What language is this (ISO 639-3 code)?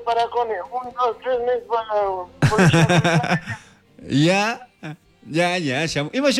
qug